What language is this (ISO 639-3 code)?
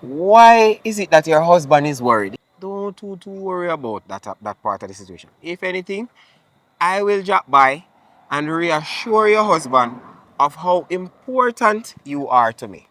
jam